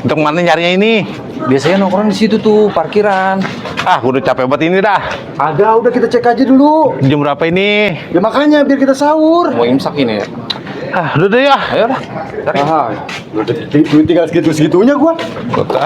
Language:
Betawi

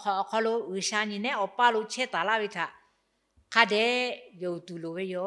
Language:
Lahu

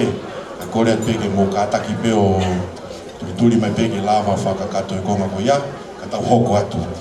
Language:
Tongan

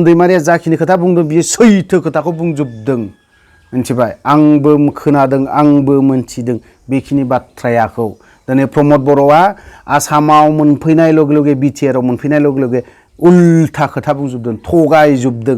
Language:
Bodo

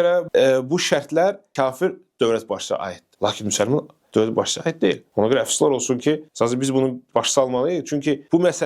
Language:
Azerbaijani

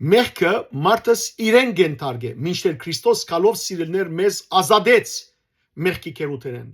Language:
Western Armenian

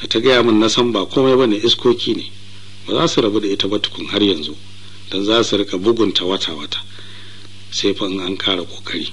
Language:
Hausa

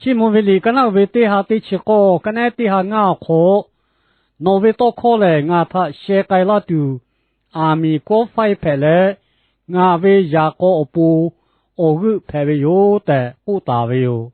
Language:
Lahu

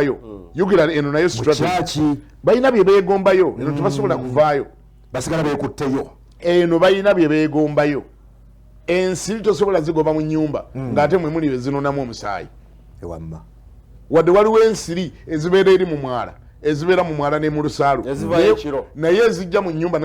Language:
Ganda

